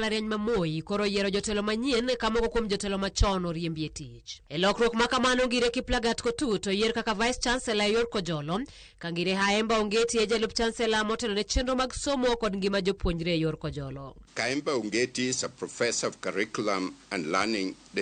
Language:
Luo (Kenya and Tanzania)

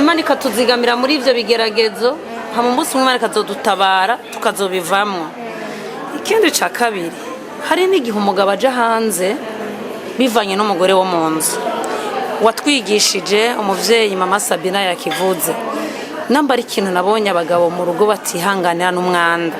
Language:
Rundi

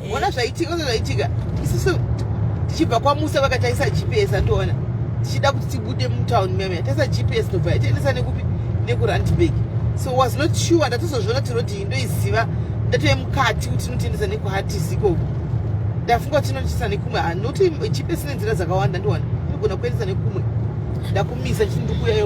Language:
Shona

